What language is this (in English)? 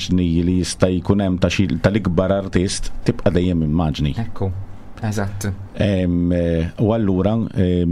Maltese